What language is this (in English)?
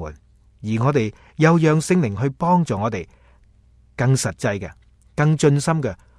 Cantonese